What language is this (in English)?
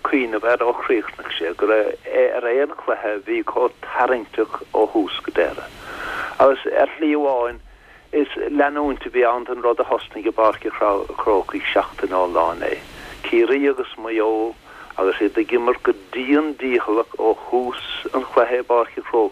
Irish